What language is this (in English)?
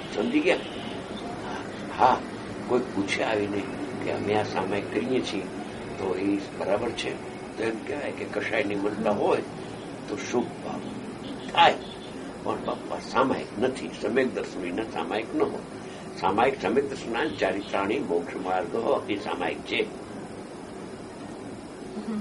Gujarati